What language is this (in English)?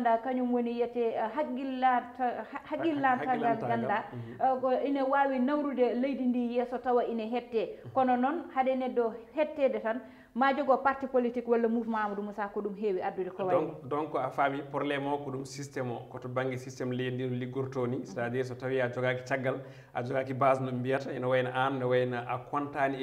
Fula